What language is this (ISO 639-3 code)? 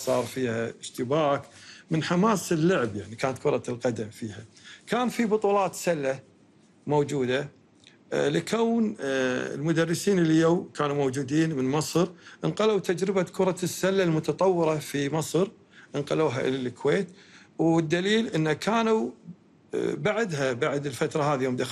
afb